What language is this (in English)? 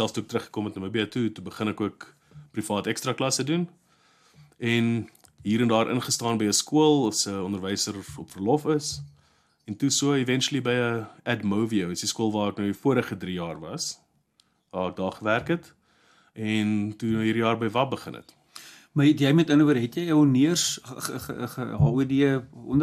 Afrikaans